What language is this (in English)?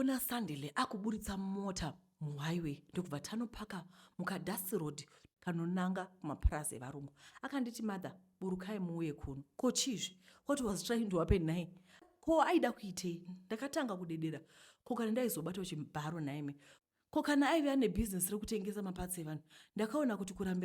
Shona